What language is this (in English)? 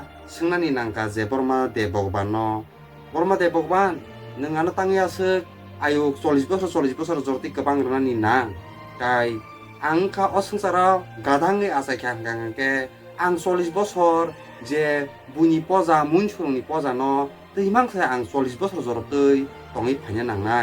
Kok Borok